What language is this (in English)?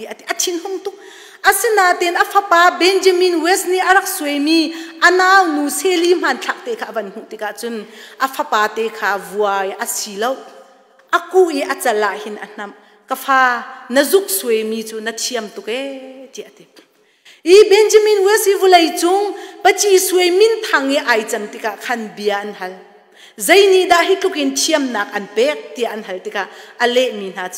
Hakha Chin